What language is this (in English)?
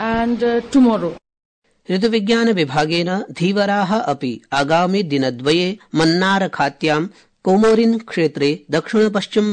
Sanskrit